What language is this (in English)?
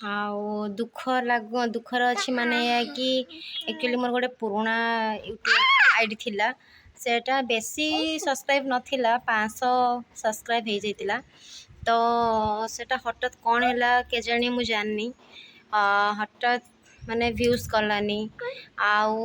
Odia